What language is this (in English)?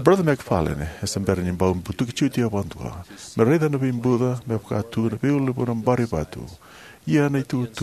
Fijian